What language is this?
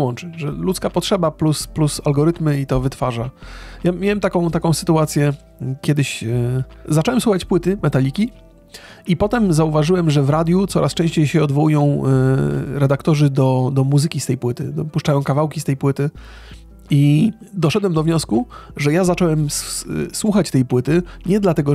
Polish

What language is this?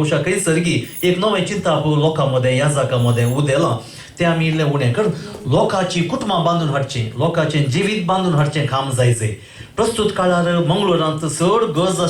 Konkani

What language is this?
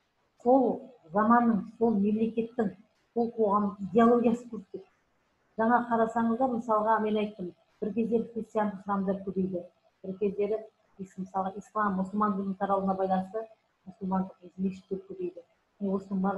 Kazakh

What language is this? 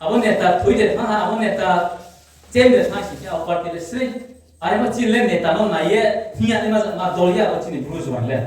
Riang (India)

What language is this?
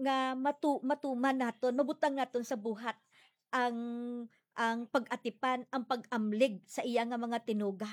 Hiligaynon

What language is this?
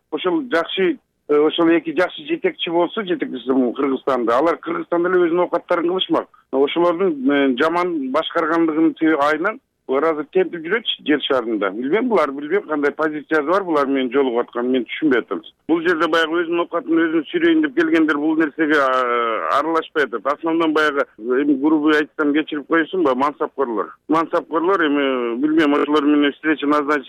Kyrgyz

